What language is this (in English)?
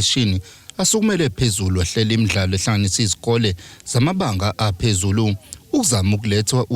Zulu